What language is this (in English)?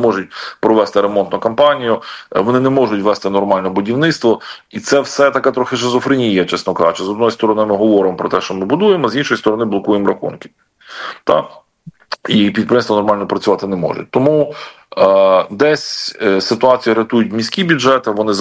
Ukrainian